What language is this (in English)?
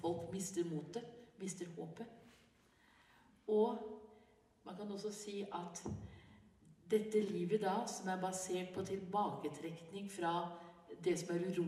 Norwegian